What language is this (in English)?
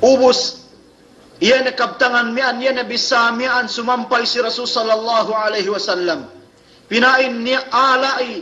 Yakan